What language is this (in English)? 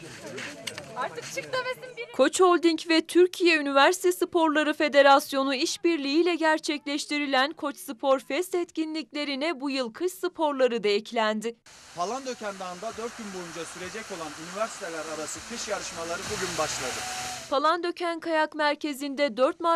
Turkish